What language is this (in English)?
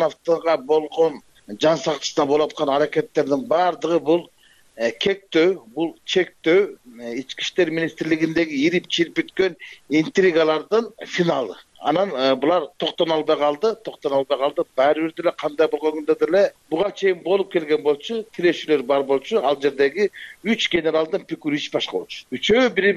Kyrgyz